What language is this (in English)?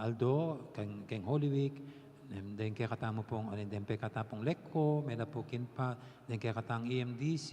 Pampanga